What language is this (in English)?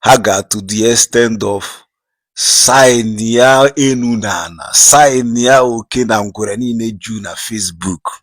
Igbo